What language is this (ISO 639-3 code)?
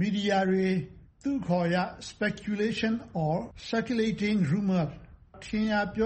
mya